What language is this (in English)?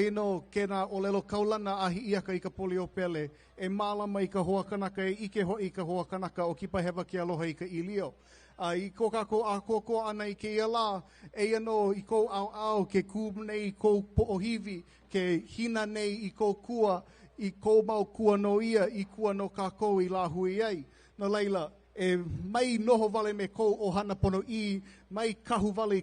Hawaiian